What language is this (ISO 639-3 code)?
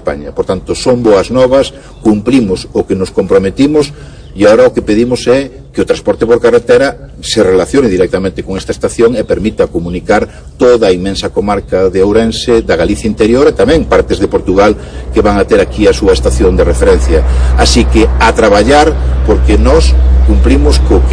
glg